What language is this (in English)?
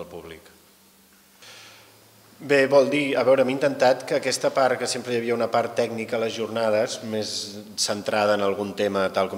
Catalan